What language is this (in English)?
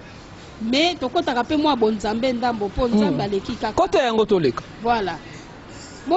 Lingala